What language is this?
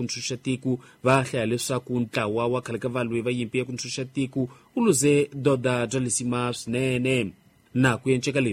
Tsonga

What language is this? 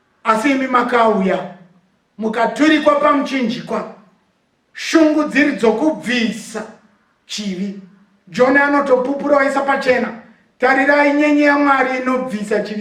Shona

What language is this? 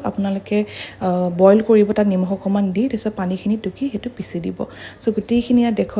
Assamese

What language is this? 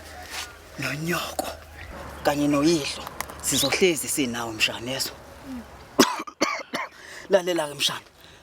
Zulu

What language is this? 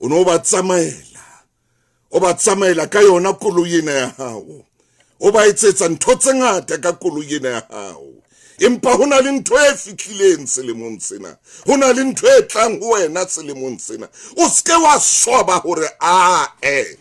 Southern Sotho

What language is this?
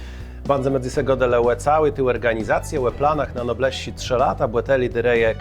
Kashubian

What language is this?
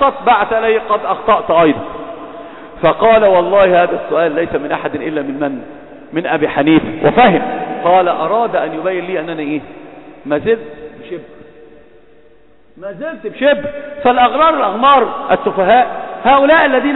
Arabic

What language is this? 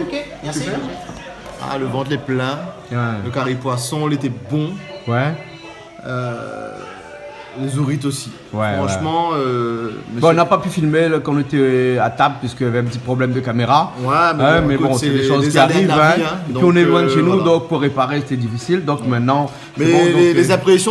Réunion Creole French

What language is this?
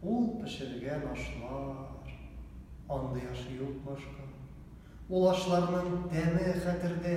Tatar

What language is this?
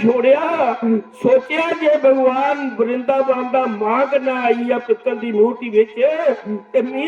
Dogri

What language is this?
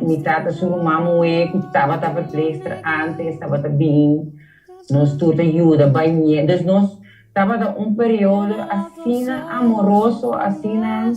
Papiamento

